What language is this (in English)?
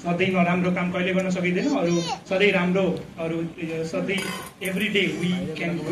Nepali